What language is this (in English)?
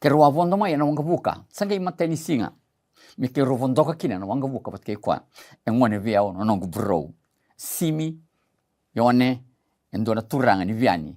Fijian